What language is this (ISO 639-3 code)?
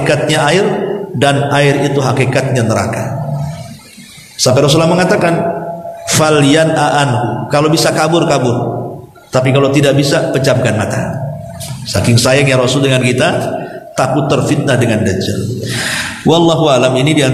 ind